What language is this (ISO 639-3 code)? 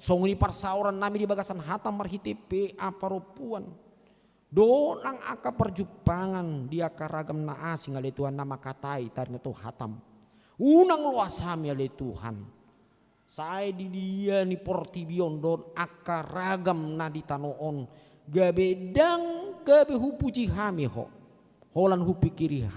bbc